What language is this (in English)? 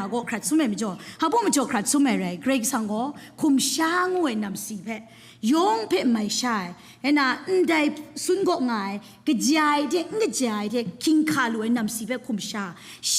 Kachin